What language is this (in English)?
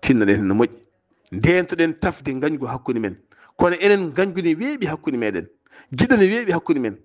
Fula